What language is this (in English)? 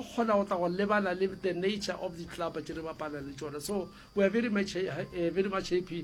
Northern Sotho